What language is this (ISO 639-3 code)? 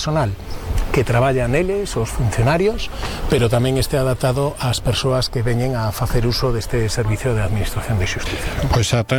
glg